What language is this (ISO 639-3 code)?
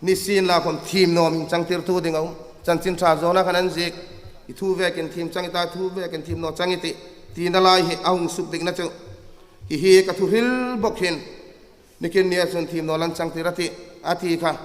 hmr